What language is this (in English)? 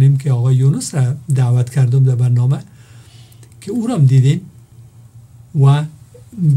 Persian